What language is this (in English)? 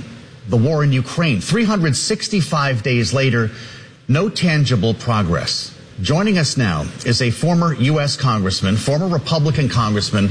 English